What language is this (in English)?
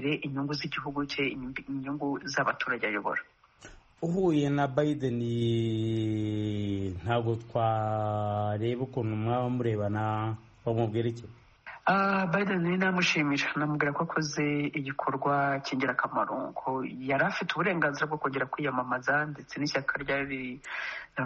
Kinyarwanda